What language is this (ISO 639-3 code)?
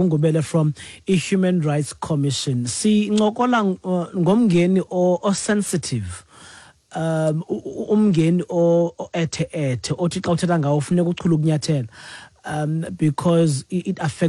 xho